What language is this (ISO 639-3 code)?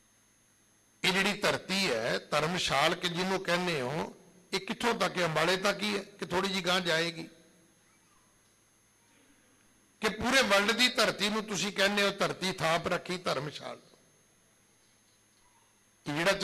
pan